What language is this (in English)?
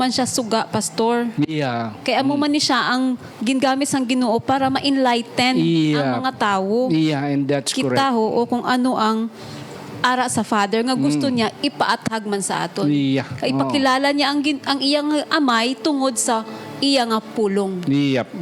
Hiligaynon